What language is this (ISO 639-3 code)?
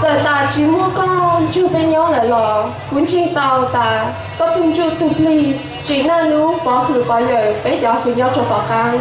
hmn